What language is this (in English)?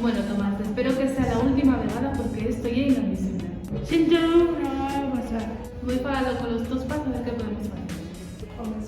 Asturian